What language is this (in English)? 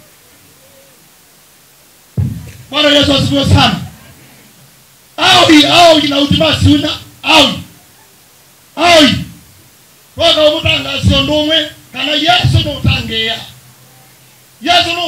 Swahili